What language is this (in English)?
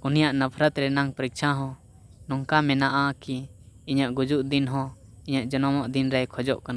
Santali